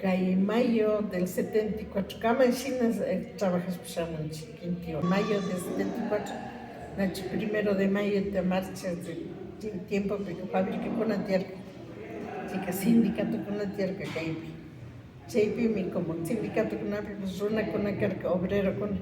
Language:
Imbabura Highland Quichua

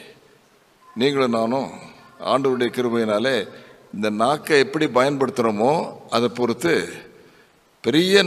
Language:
Tamil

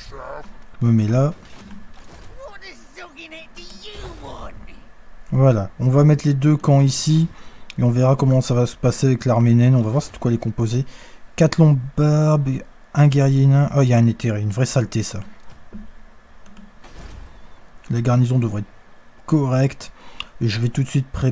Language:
French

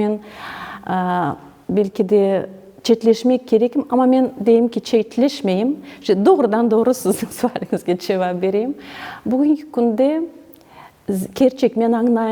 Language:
Crimean Tatar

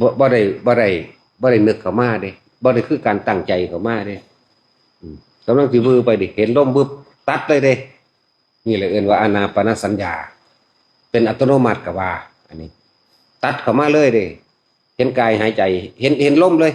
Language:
Lao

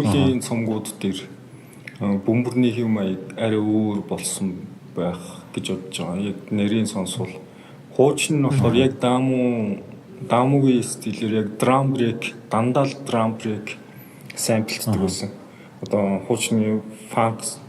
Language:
Mongolian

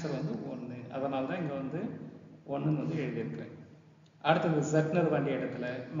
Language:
Tamil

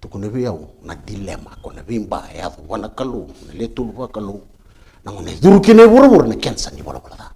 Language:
Fijian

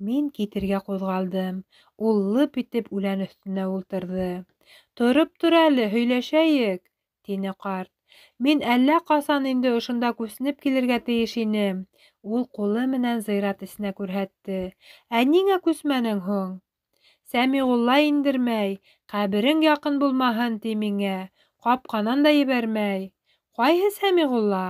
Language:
Bashkir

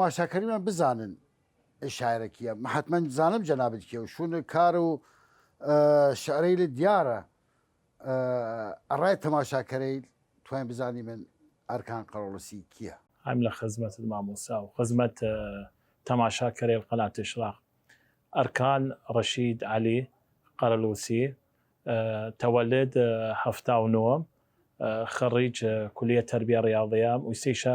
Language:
Southern Kurdish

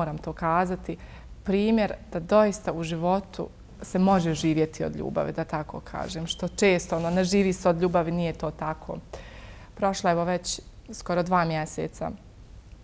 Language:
Bosnian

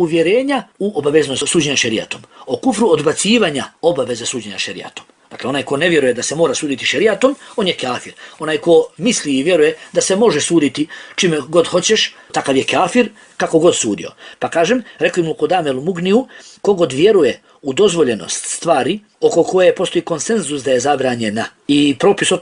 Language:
Bosnian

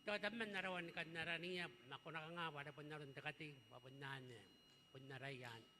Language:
Gilbertese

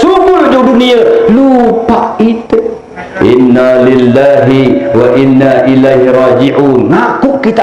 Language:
Sasak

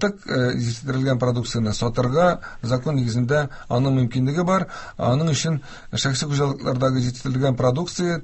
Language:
Tatar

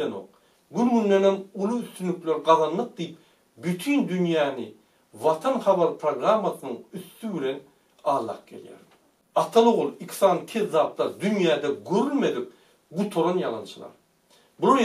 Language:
Turkmen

